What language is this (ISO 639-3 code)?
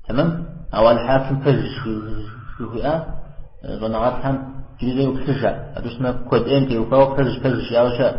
kbd